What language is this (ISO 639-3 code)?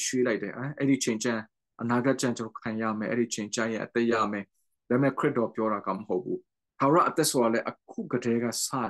mya